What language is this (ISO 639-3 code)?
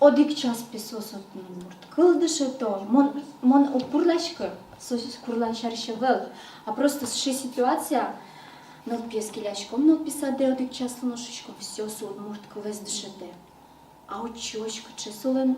udm